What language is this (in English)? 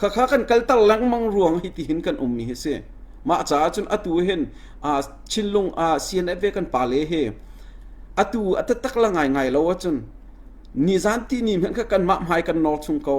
Hakha Chin